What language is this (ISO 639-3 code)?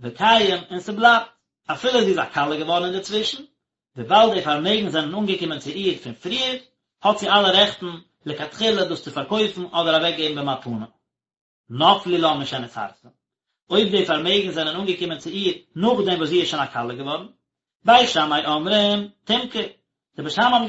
yid